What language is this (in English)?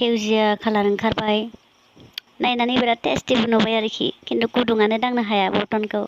Bodo